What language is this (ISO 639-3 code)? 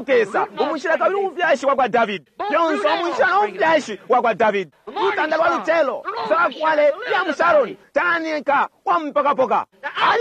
bem